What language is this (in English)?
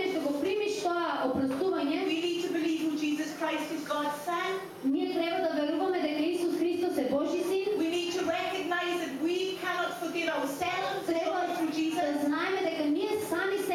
Macedonian